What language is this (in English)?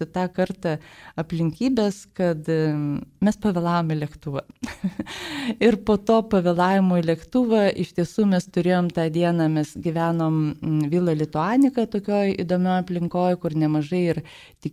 Lithuanian